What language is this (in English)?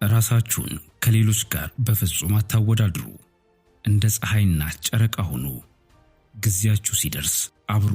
Amharic